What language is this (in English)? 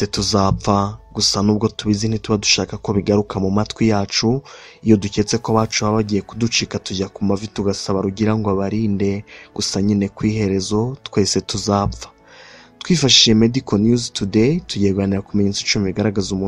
Kinyarwanda